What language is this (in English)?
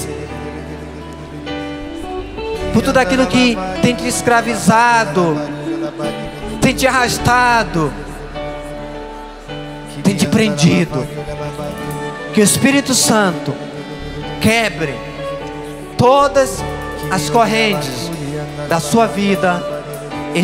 Portuguese